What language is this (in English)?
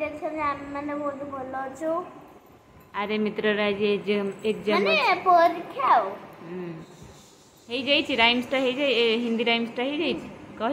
Odia